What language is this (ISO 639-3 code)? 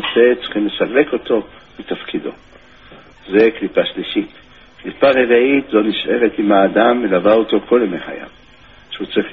heb